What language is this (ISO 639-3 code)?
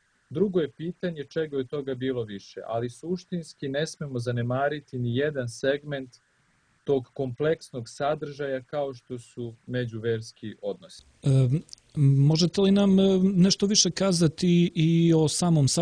srp